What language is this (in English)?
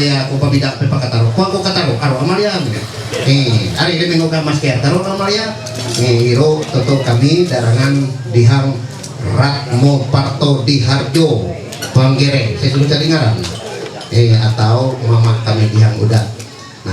Ma'anyan